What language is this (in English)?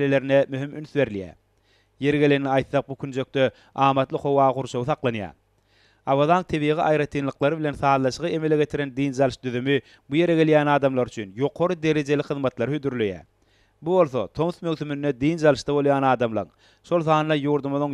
Turkmen